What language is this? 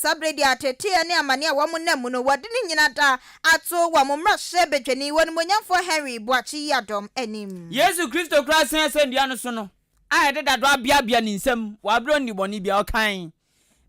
Akan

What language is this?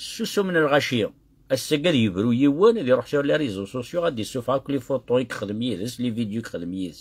Kabyle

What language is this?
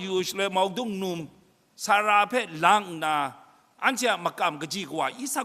Kachin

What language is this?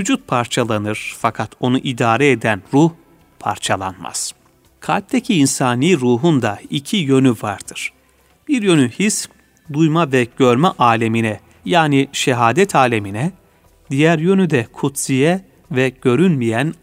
Turkish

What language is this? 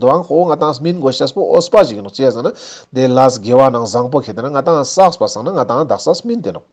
Ladakhi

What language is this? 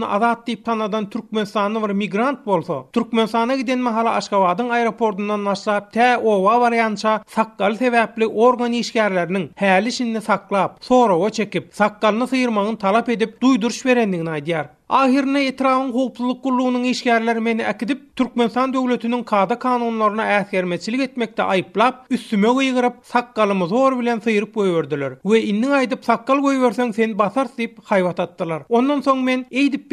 Turkmen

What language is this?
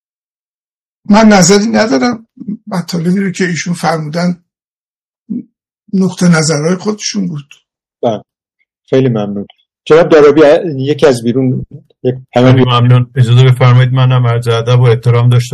Persian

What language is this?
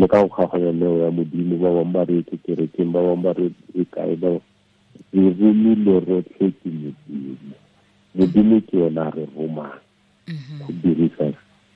Tswana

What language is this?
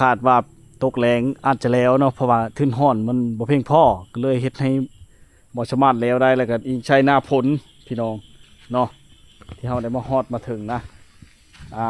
Lao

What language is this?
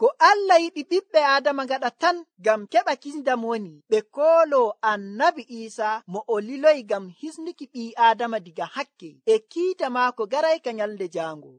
Nigerian Fulfulde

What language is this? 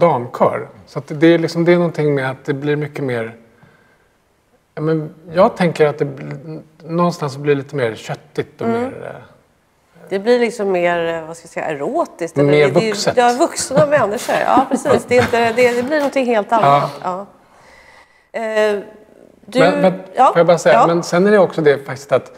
Swedish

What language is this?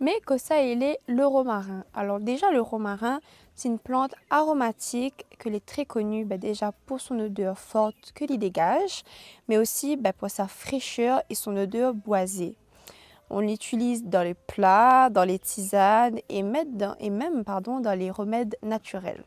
Réunion Creole French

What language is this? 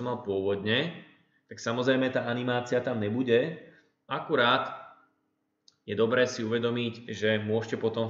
Slovak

